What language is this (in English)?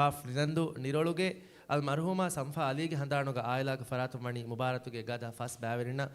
Divehi